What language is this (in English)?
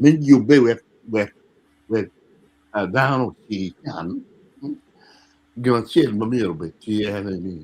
Acoli